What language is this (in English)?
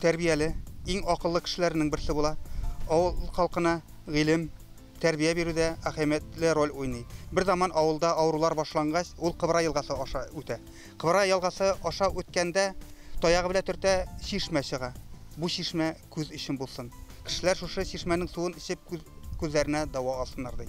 Tatar